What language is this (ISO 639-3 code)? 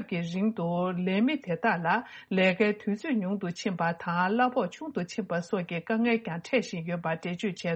bod